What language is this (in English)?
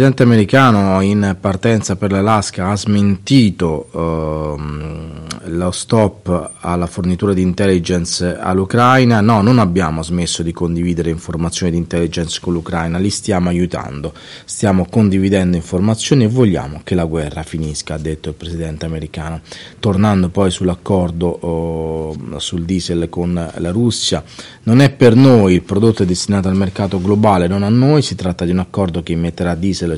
Italian